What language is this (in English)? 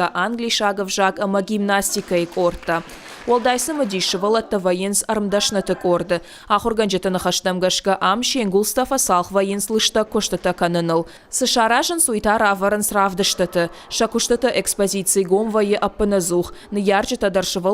Ossetic